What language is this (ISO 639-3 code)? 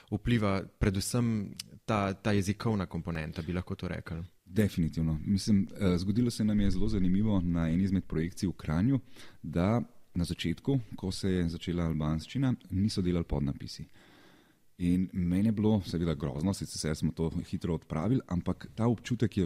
slv